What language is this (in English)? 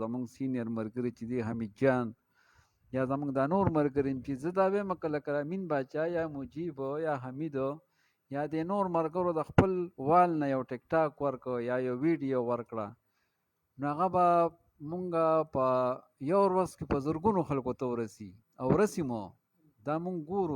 Pashto